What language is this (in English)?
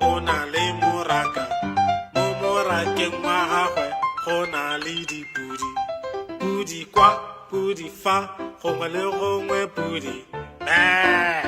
Tswana